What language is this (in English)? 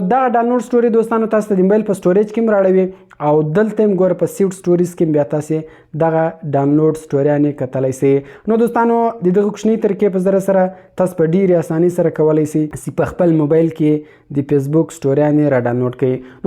Pashto